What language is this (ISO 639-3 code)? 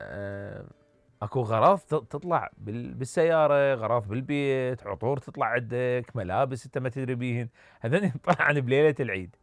acm